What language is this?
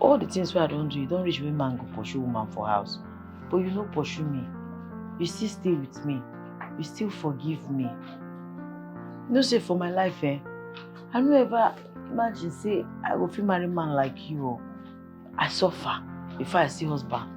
Nigerian Pidgin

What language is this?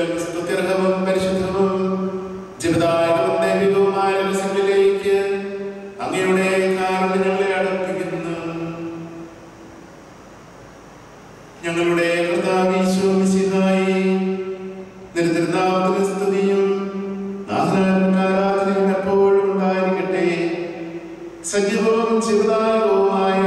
Malayalam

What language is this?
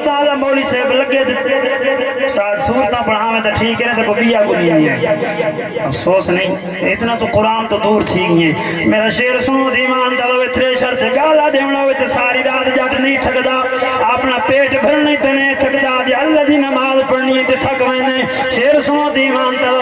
Saraiki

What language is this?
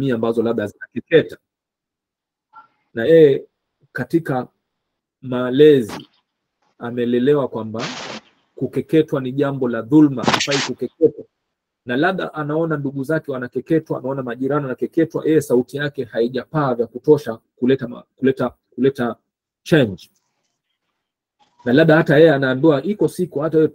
Swahili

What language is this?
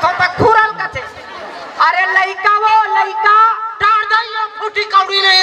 Chhattisgarhi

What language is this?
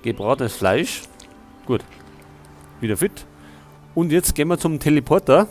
Bavarian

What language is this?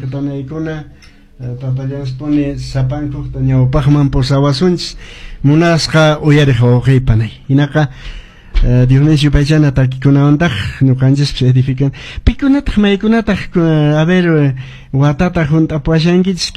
Quechua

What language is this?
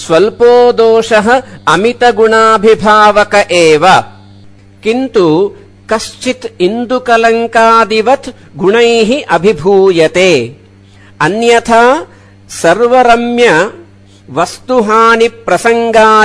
Sanskrit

